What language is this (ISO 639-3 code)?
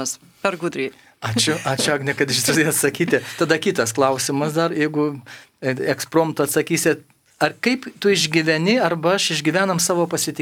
lit